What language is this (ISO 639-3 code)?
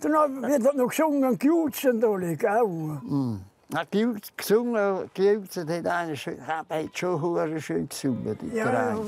gsw